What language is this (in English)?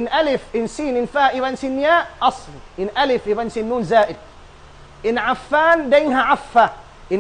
Tausug